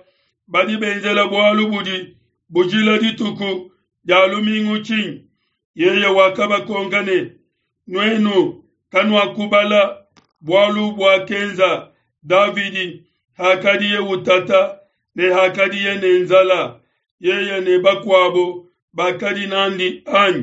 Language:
Luba-Lulua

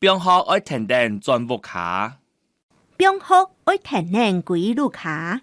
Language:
Hakka Chinese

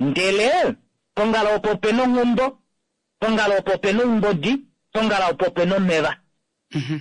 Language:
Kuanyama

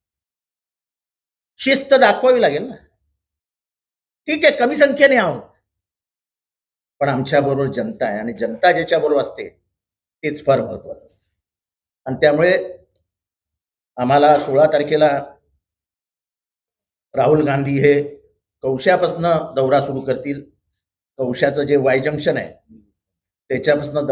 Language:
Marathi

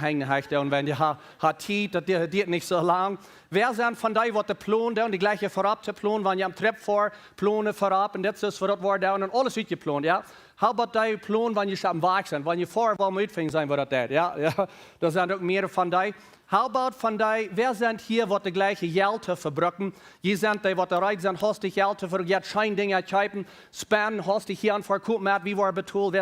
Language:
Plautdietsch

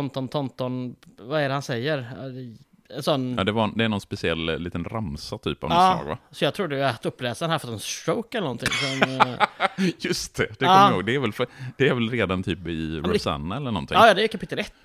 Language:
Swedish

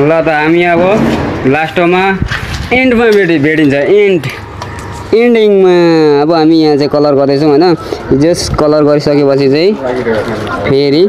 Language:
Nepali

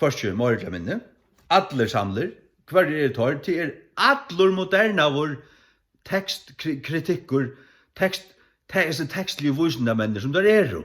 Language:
Faroese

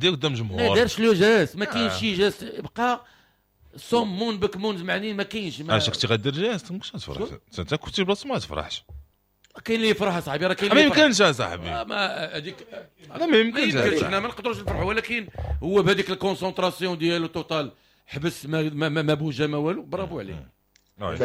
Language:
Moroccan Arabic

